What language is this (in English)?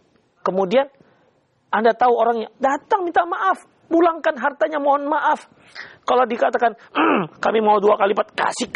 Indonesian